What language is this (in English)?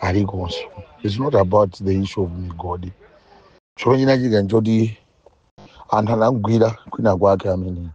Nyanja